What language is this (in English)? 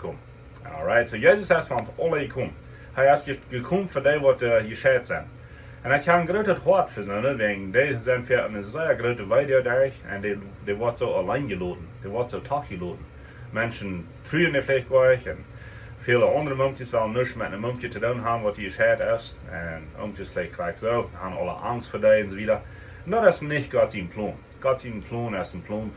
Plautdietsch